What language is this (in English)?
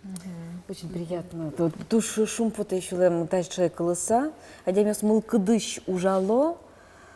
Udmurt